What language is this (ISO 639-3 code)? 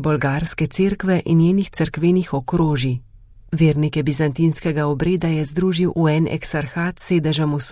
slv